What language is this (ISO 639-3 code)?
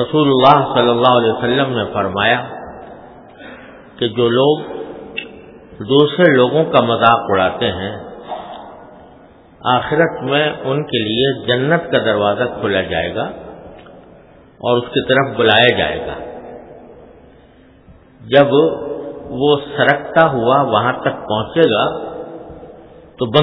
urd